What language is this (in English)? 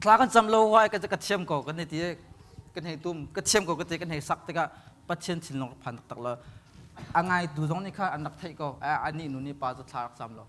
Hakha Chin